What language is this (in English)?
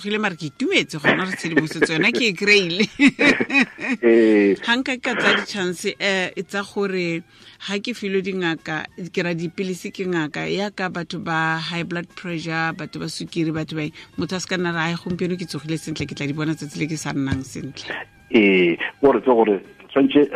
Tswana